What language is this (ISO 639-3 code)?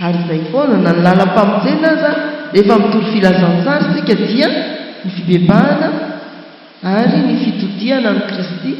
mlg